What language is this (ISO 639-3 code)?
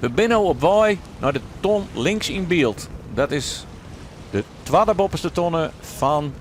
fry